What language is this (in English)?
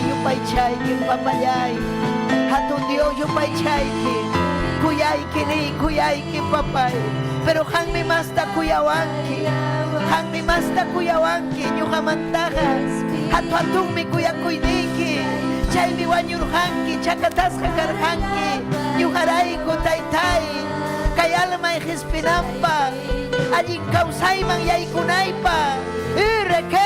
Ayacucho Quechua